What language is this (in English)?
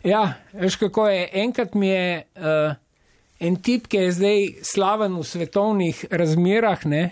Slovenian